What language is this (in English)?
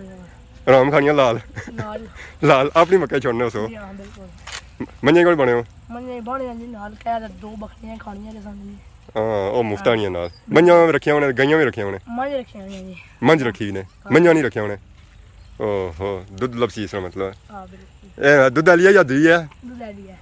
Pahari-Potwari